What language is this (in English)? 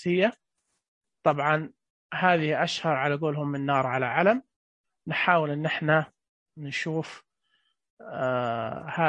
Najdi Arabic